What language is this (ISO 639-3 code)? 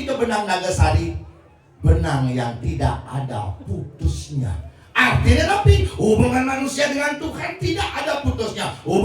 ban